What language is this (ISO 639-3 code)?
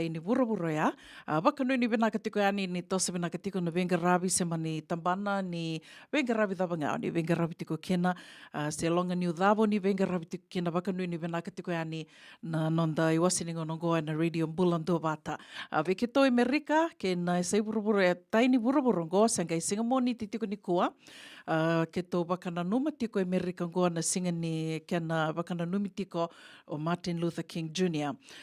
fij